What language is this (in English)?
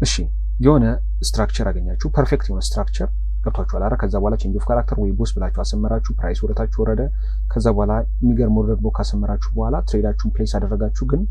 Amharic